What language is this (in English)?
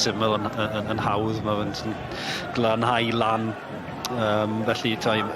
Welsh